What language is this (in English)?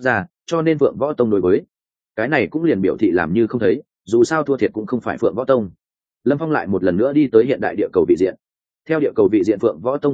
Vietnamese